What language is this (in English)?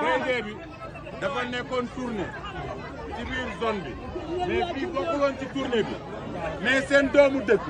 Wolof